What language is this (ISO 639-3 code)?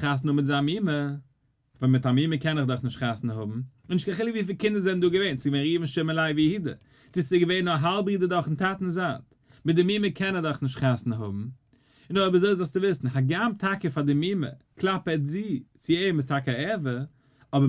yid